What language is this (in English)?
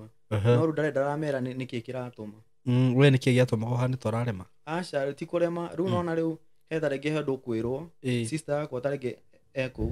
Kikuyu